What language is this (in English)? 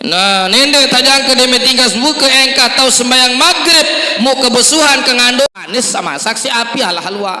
Sasak